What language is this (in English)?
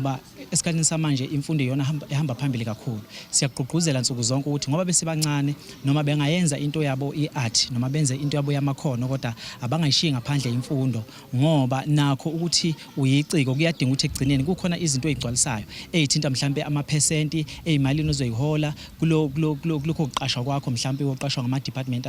Zulu